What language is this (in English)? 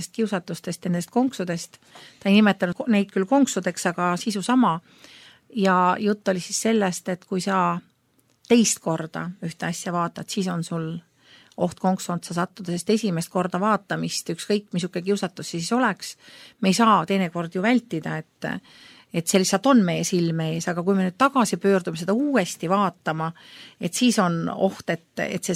Estonian